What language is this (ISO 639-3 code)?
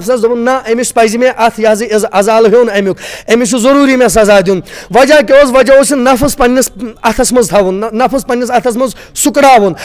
kas